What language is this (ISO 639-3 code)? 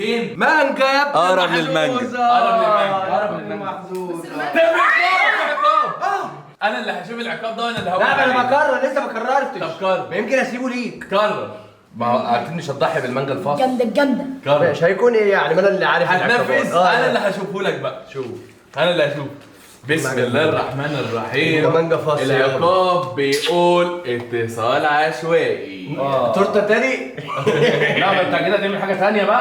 arz